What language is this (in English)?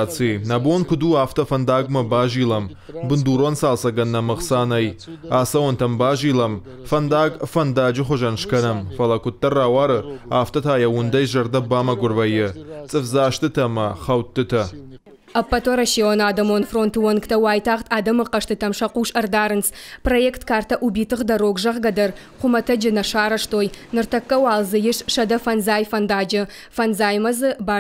Ossetic